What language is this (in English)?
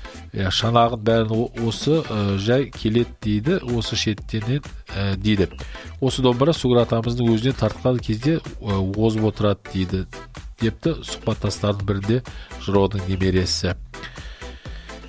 Kazakh